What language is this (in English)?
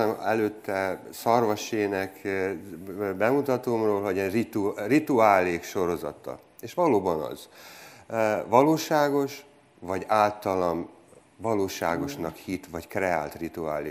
Hungarian